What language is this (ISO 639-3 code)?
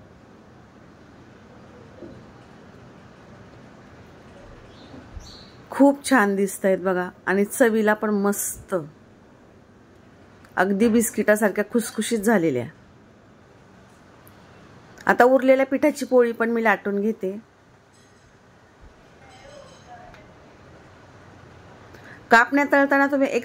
mar